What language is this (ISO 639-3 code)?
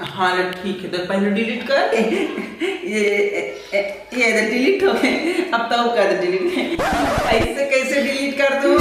hne